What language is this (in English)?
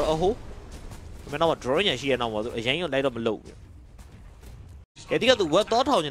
Burmese